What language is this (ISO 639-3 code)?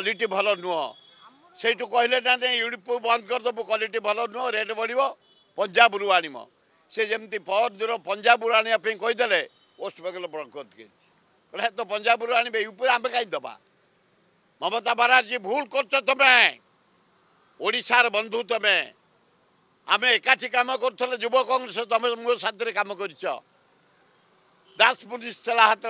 ori